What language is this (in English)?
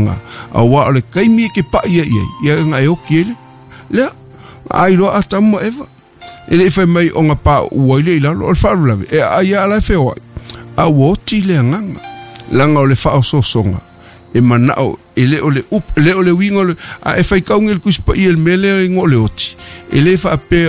Samoan